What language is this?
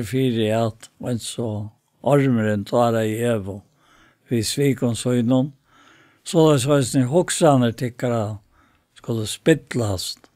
Faroese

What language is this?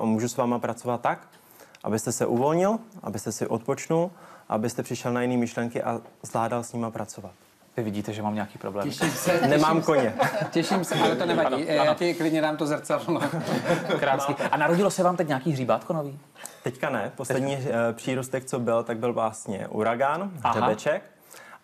Czech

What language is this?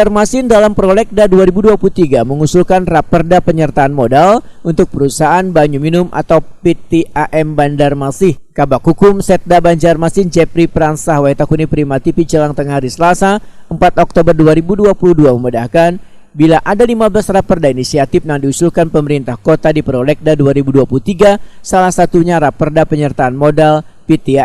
Banjar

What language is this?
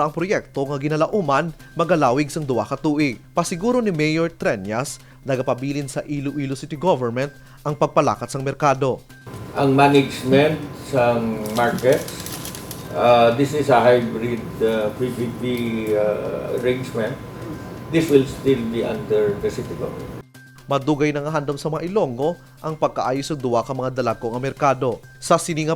Hiligaynon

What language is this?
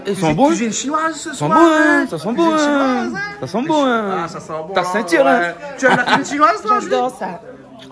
Réunion Creole French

